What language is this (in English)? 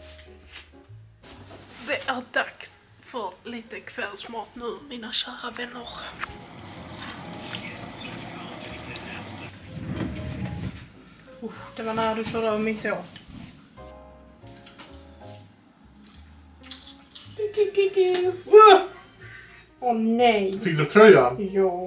Swedish